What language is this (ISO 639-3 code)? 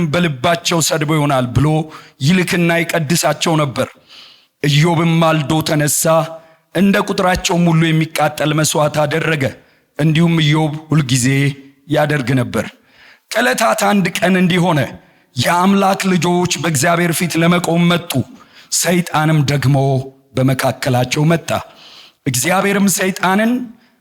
amh